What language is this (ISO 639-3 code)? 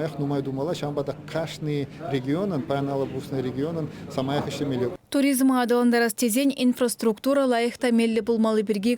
chv